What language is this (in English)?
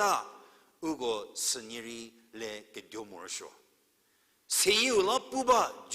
Angami Naga